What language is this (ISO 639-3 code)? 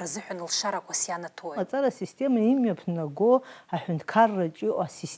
abk